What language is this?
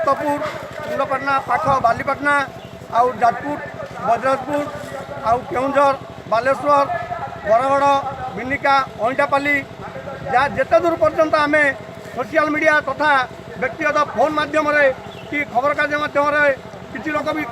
Odia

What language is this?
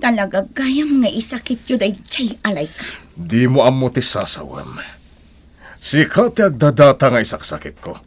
Iloko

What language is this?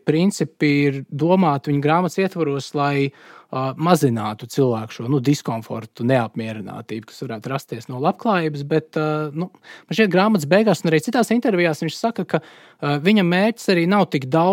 Latvian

